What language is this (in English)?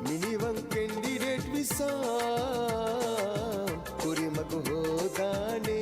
Divehi